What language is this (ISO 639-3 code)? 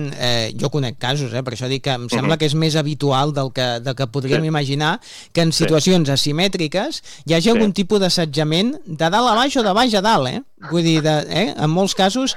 cat